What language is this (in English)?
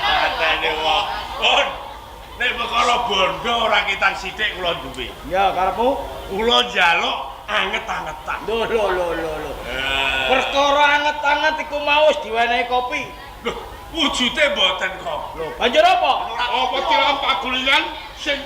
Javanese